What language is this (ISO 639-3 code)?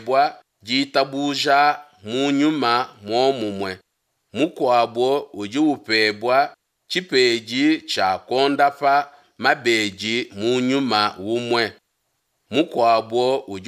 lua